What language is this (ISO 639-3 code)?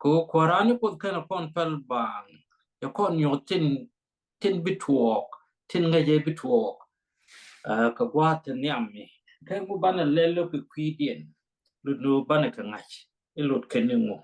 nus